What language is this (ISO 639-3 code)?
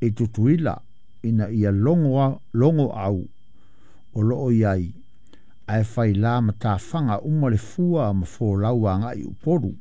smo